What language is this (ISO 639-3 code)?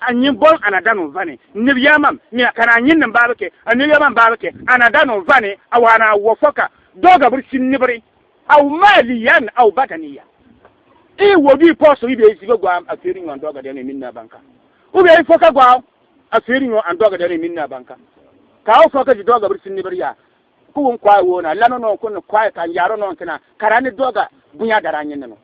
bib